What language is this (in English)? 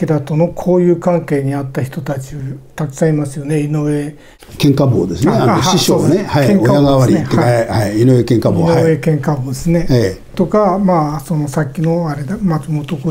Japanese